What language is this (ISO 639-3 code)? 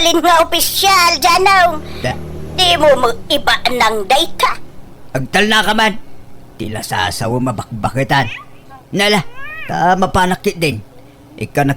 ilo